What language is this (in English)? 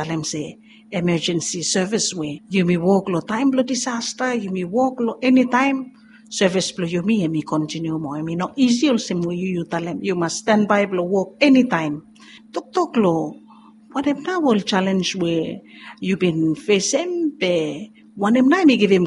Bislama